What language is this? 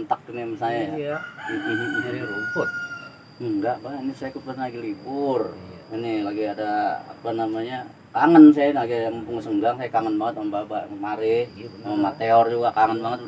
Betawi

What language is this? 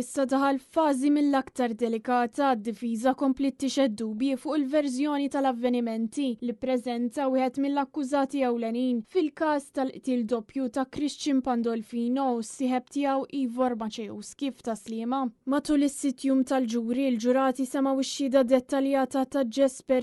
Maltese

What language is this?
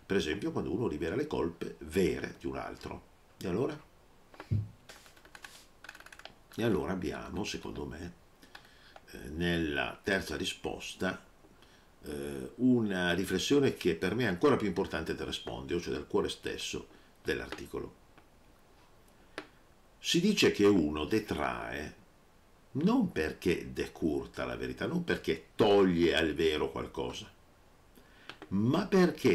Italian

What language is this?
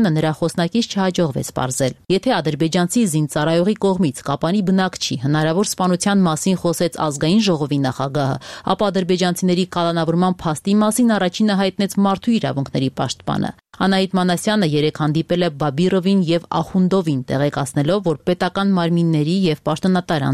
Armenian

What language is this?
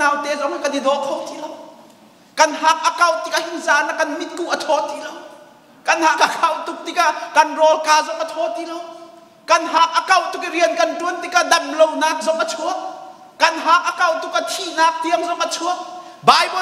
Hakha Chin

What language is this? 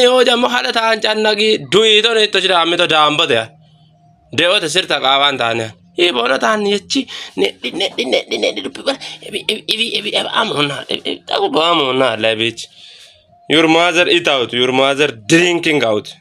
Kafa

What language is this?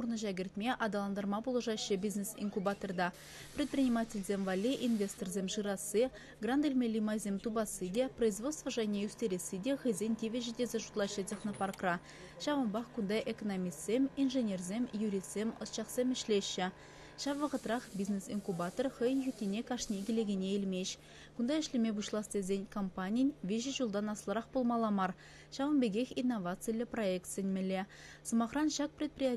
Chuvash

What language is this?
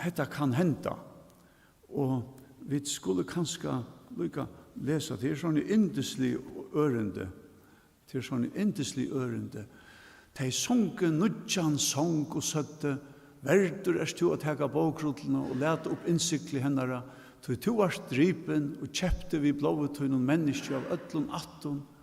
Faroese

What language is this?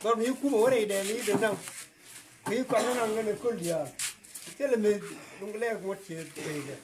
Nuer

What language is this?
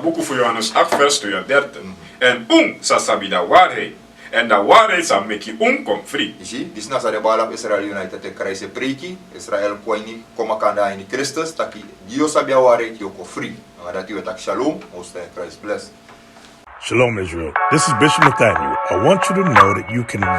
Sranan Tongo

